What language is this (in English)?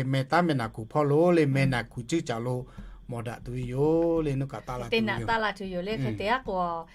Lahu